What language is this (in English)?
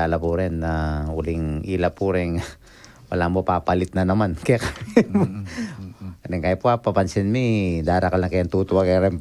Pampanga